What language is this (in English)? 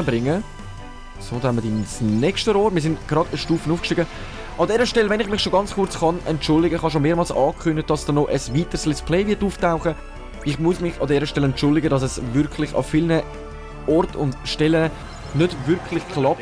Swiss German